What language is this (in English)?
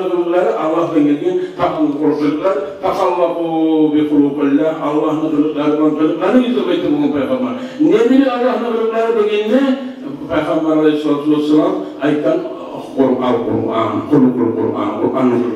Kumyk